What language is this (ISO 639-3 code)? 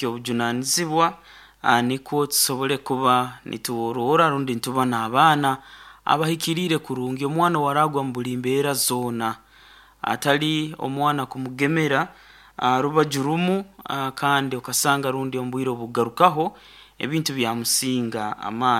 nyo